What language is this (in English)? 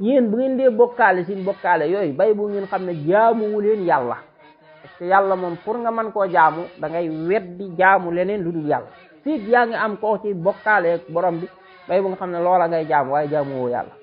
Wolof